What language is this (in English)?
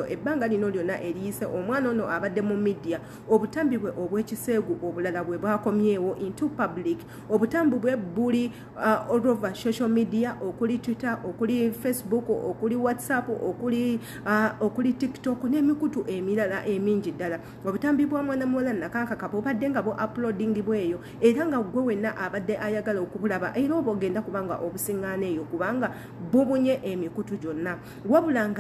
Ganda